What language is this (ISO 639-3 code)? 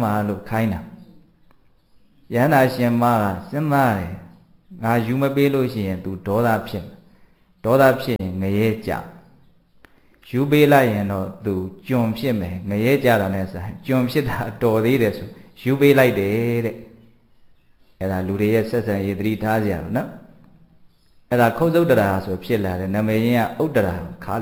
mya